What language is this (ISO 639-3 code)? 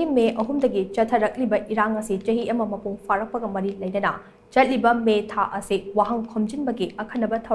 mni